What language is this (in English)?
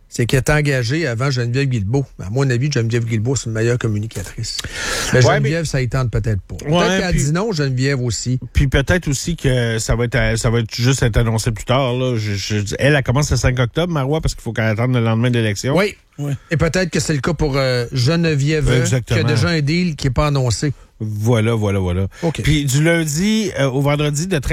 French